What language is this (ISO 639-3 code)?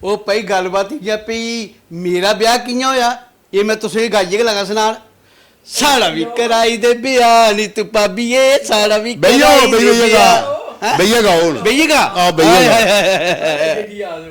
doi